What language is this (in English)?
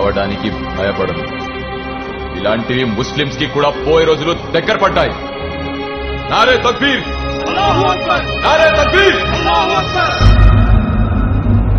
Telugu